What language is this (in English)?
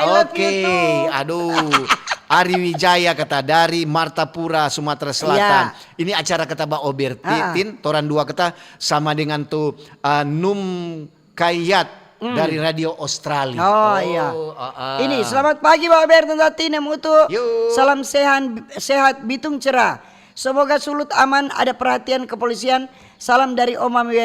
Manado Malay